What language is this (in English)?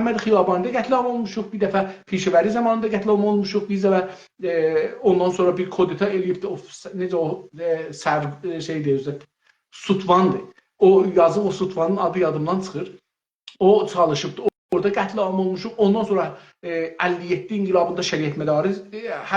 South Azerbaijani